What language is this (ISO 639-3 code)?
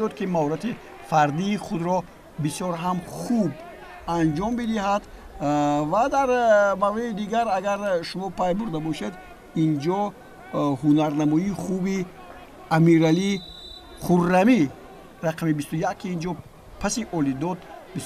tgk